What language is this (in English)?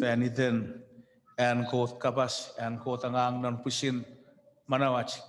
Chuukese